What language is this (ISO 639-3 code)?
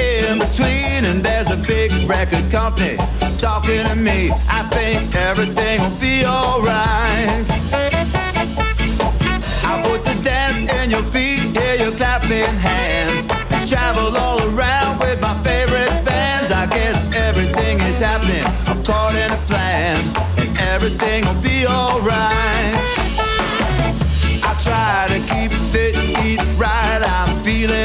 eng